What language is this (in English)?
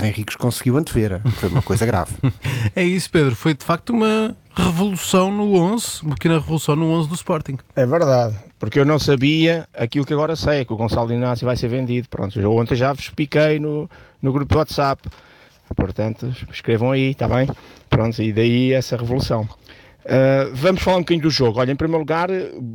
Portuguese